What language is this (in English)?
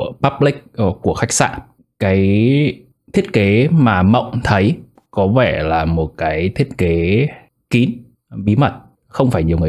Vietnamese